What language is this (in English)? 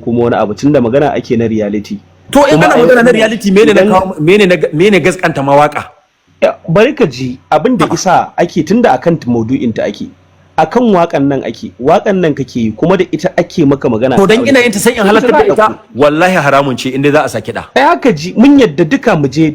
Hausa